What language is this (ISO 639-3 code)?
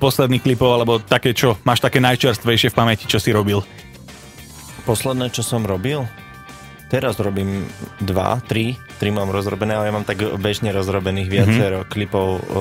slk